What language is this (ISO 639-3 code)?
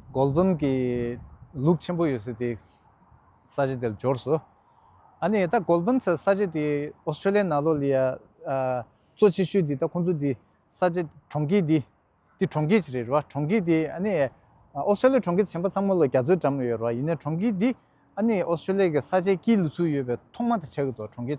bod